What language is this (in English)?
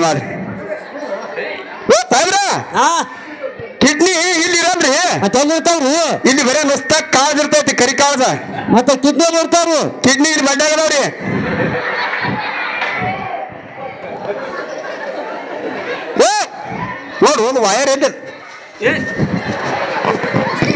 Kannada